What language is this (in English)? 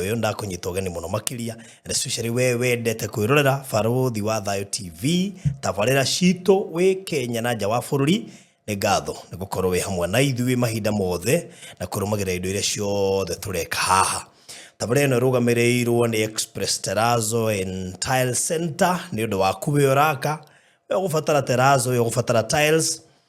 Kikuyu